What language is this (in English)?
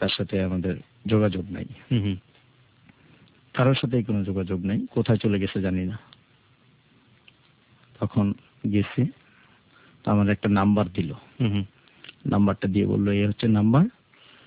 Bangla